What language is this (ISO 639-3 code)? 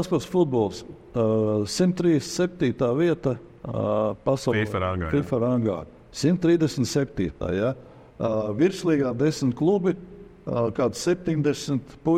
lav